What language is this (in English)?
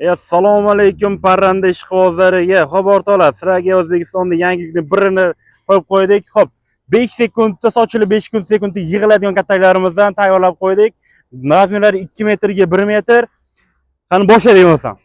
Uzbek